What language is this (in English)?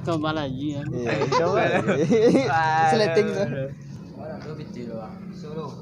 Minangkabau